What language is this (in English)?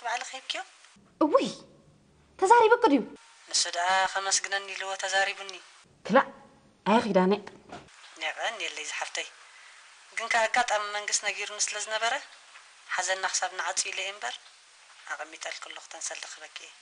Tigrinya